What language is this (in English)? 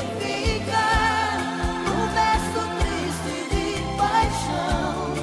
Portuguese